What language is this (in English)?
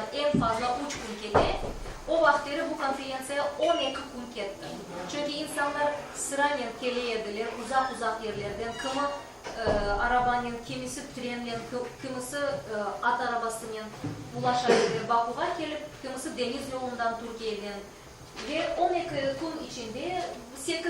Crimean Tatar